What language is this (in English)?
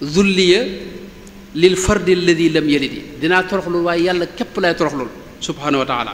Wolof